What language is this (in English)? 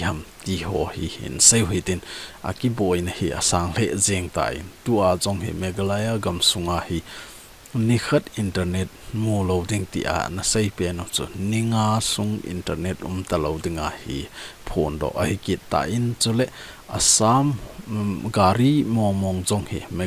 Thado Chin